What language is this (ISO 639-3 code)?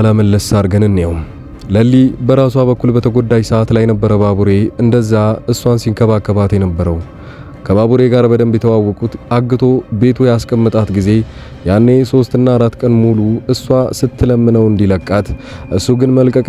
amh